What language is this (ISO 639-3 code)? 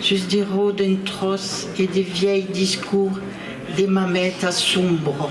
oci